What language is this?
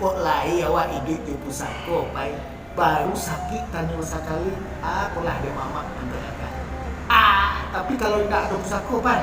Minangkabau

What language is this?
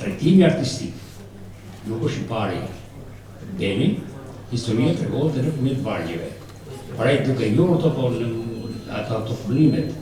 Albanian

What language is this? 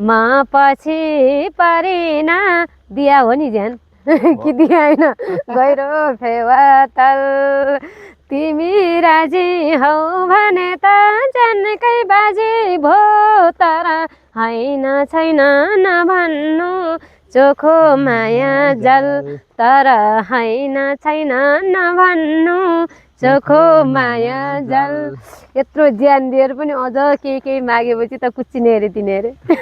Nepali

